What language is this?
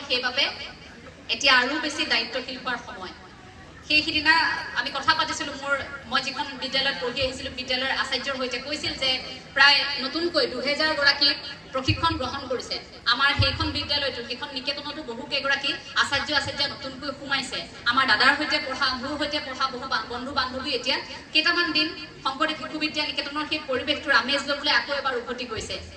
Assamese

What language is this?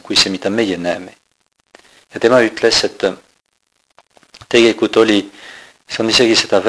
Estonian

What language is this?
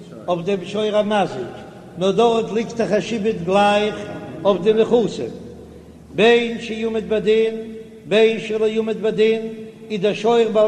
Yiddish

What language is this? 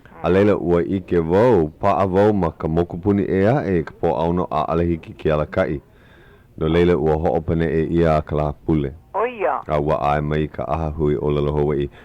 Hawaiian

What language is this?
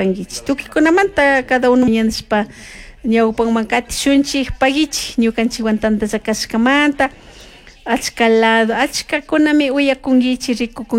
Chimborazo Highland Quichua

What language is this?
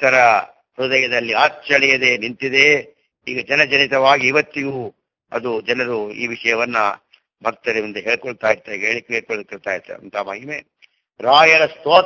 Kannada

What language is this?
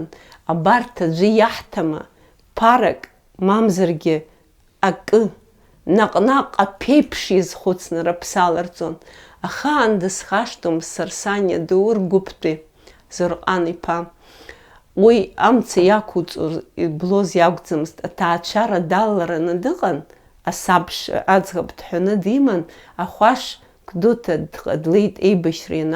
Abkhazian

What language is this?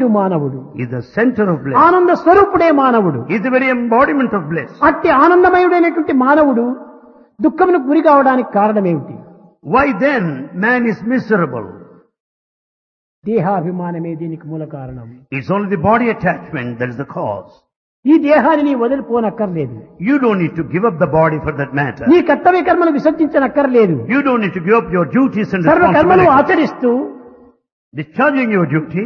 Telugu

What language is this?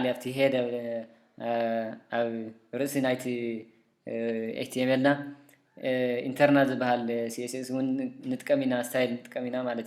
Tigrinya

